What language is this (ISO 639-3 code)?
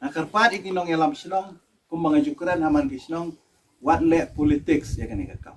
kha